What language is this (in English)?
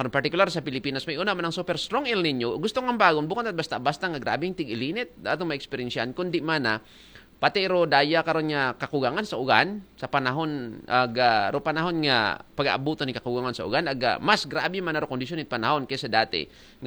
Aklanon